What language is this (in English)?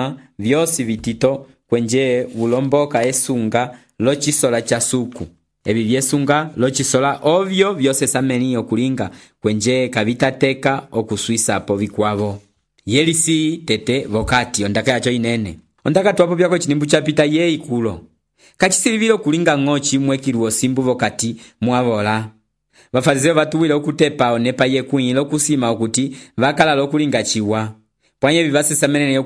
Umbundu